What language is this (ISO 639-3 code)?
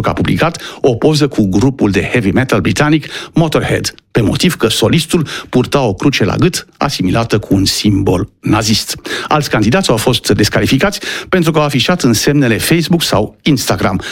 ron